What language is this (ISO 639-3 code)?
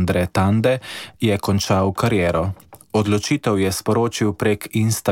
slv